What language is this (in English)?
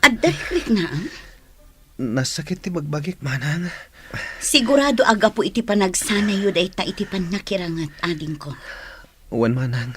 Iloko